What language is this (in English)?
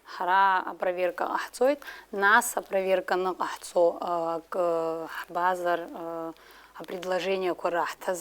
Abkhazian